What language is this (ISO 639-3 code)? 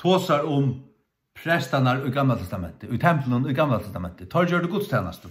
fao